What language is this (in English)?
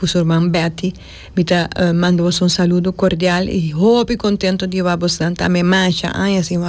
Papiamento